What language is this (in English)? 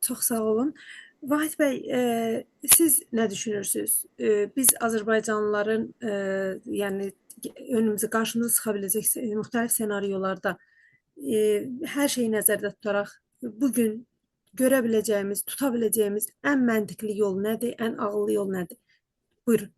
South Azerbaijani